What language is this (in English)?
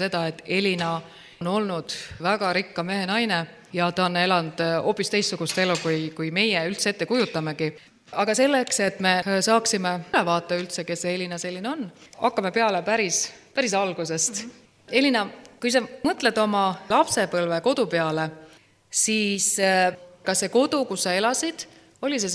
Estonian